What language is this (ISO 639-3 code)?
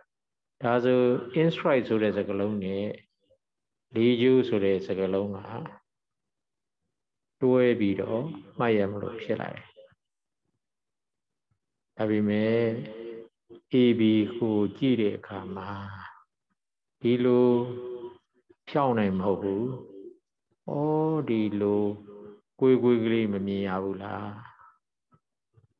mya